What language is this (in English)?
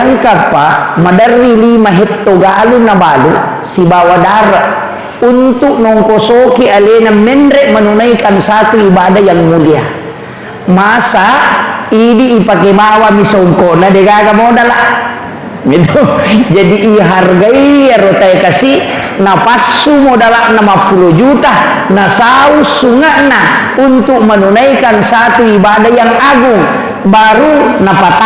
Buginese